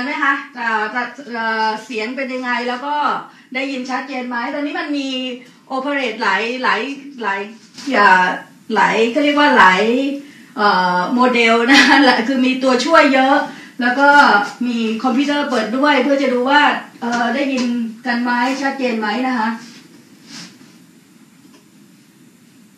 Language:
Thai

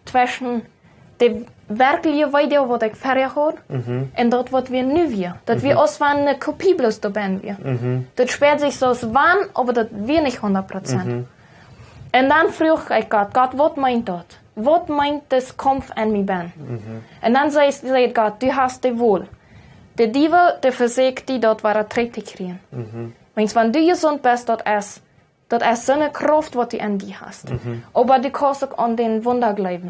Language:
Plautdietsch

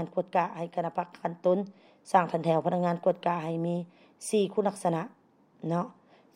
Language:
Lao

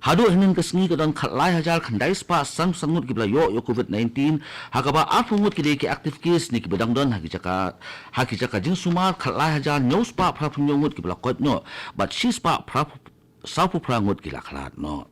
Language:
Khasi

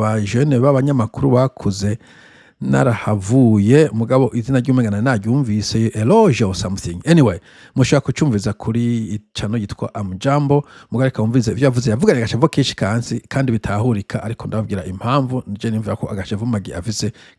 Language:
Rundi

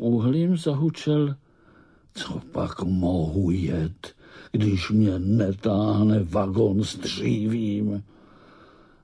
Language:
Czech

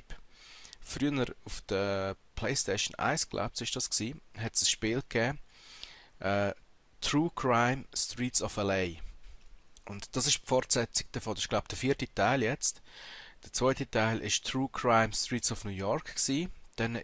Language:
Swiss German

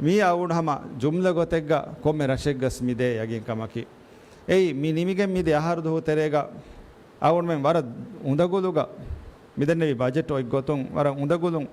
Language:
Divehi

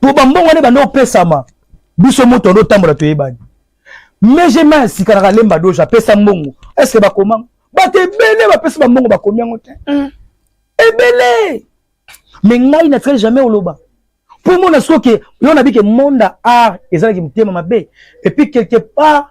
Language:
Lingala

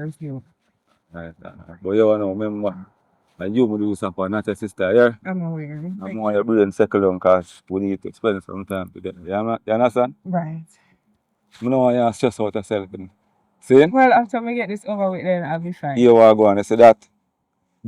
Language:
Jamaican Creole English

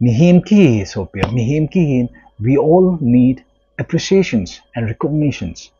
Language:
Thado Chin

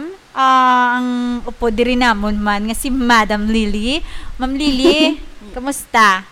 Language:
Hiligaynon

